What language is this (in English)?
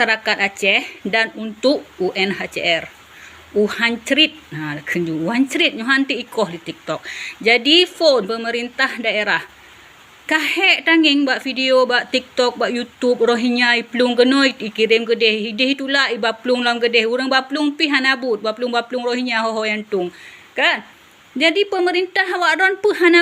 Achinese